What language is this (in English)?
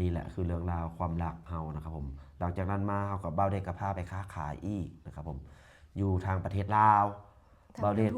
Lao